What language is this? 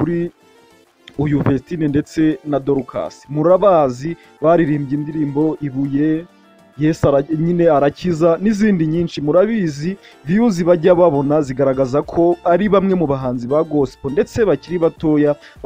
Kinyarwanda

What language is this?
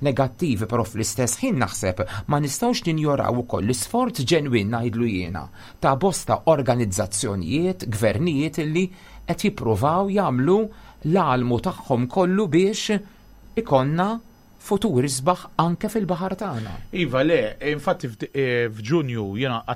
Maltese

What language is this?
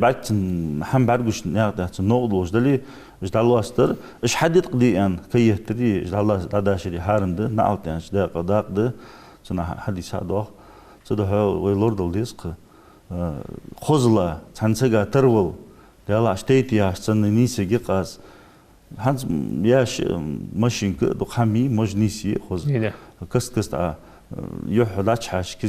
Ingush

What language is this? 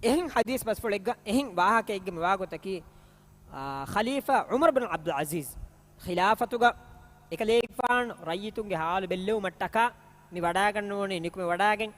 Divehi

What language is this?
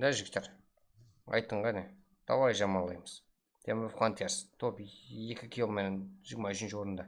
Kara-Kalpak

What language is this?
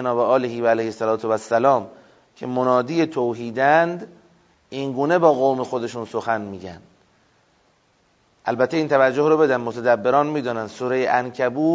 Persian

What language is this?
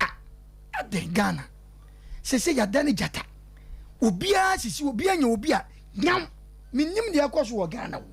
Akan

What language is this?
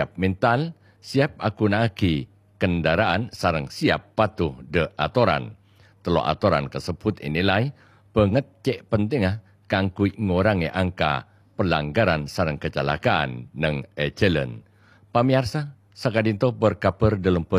Madurese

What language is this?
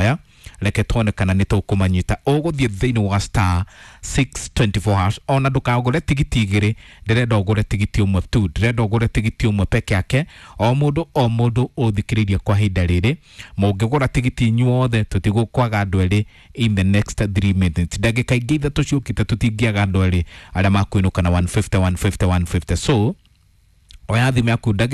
Kikuyu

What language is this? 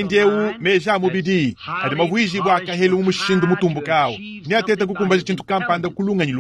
Luba-Lulua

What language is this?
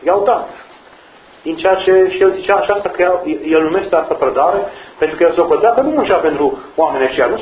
Romanian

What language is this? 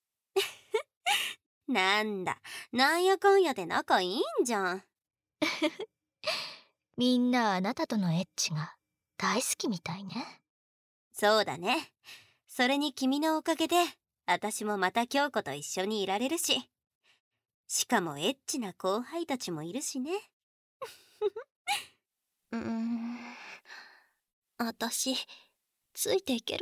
Japanese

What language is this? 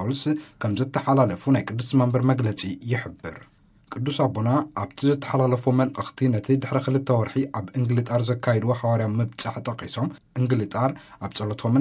Tigrinya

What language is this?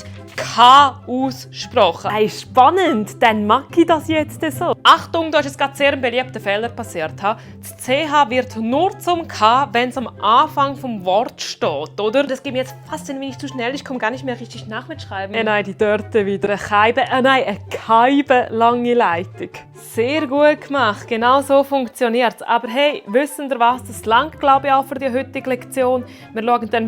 Swiss German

